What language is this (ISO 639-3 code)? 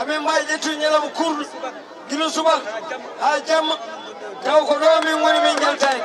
ful